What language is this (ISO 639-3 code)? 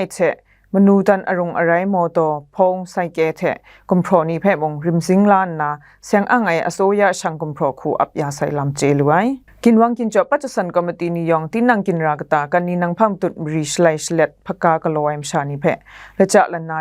kac